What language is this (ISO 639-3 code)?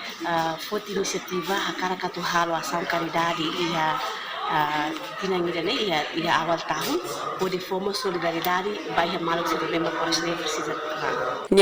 tet